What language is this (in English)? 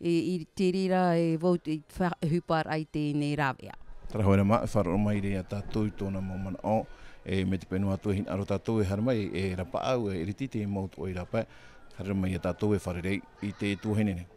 Tahitian